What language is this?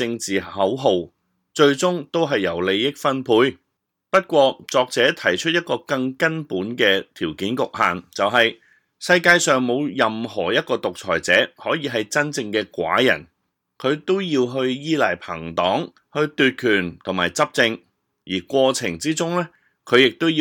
Cantonese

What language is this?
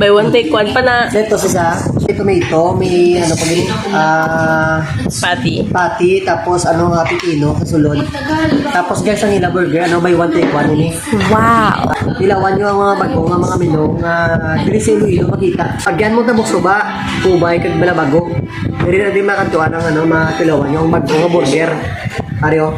Hiligaynon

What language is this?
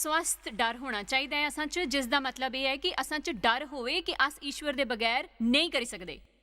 Dogri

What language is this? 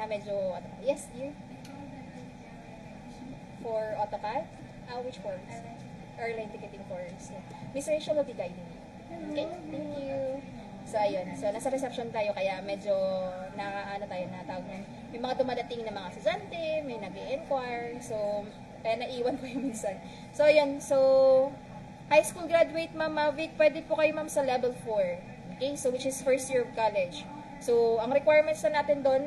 Filipino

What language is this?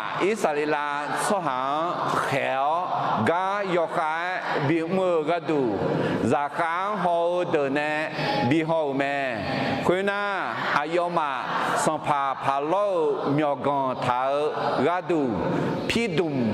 Akha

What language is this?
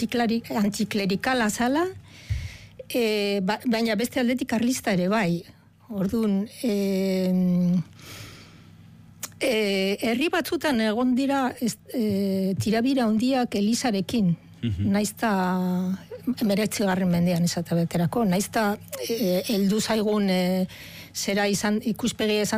Basque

